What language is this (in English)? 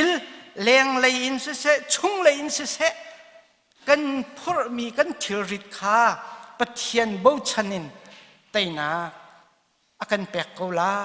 Hakha Chin